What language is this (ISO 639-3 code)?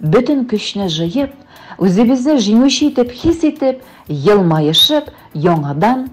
tat